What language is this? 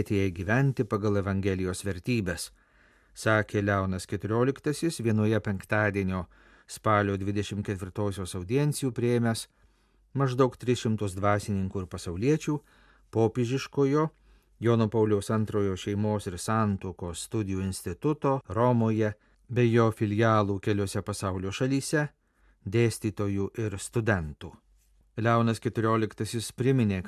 Lithuanian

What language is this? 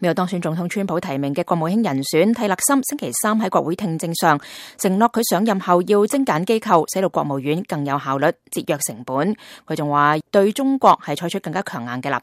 Cantonese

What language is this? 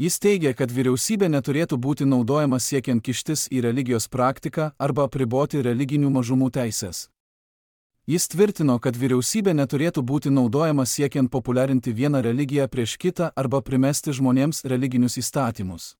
Lithuanian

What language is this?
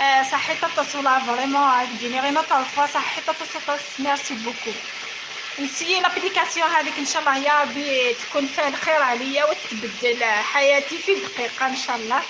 Algerian Arabic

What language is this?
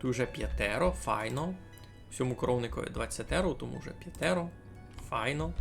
Rusyn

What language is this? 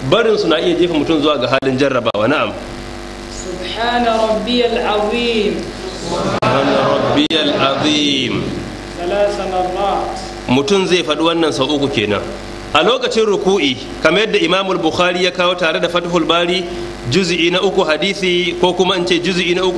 Hausa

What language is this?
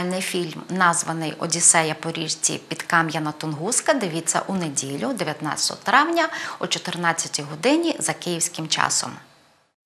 Ukrainian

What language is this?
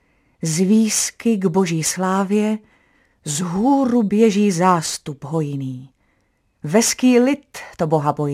Czech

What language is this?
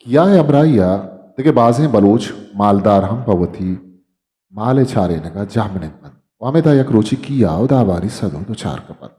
Eastern Balochi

